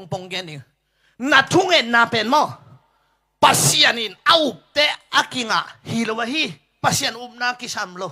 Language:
Tedim Chin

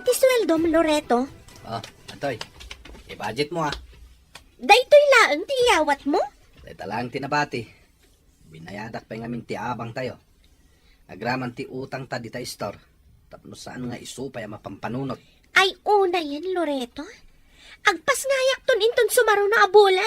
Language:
Iloko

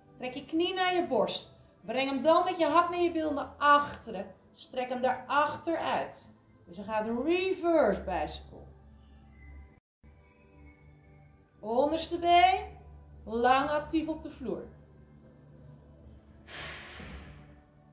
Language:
Dutch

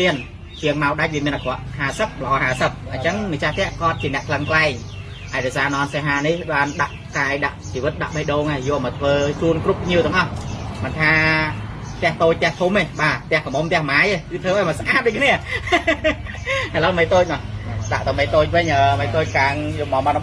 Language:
Khmer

